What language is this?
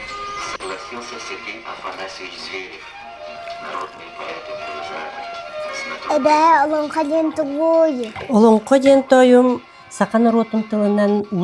Yakut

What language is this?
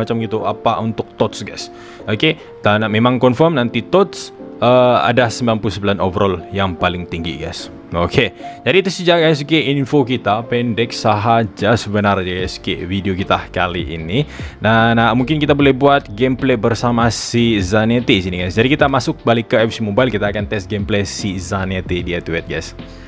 Malay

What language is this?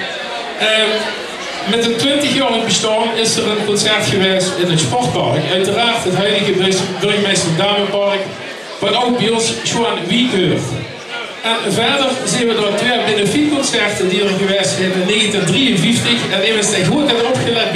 Limburgish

